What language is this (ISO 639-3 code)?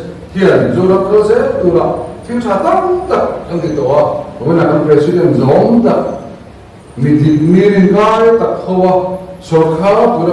lus